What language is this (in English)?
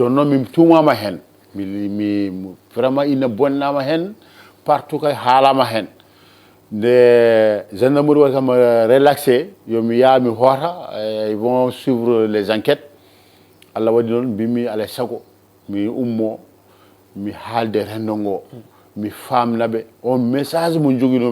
Fula